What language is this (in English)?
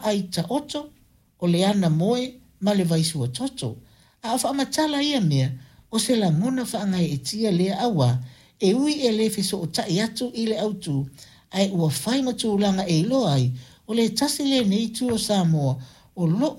Samoan